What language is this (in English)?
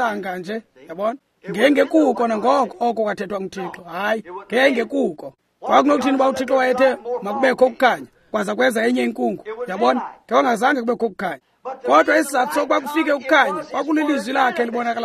Xhosa